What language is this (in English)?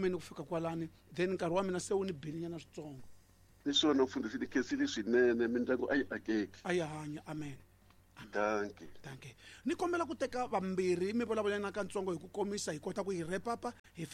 Tsonga